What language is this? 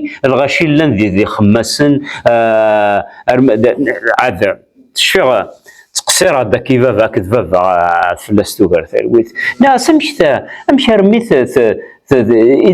Kabyle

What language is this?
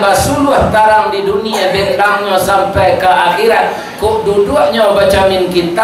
Minangkabau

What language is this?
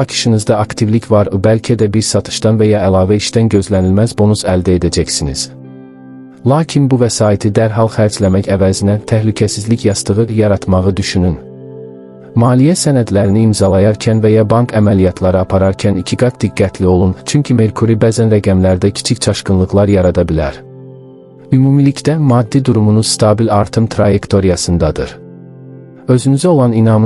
Azerbaijani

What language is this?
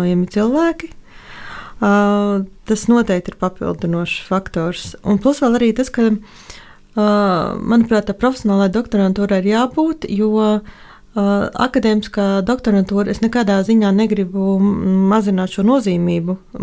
Latvian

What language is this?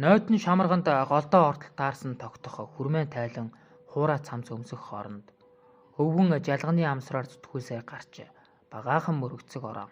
Mongolian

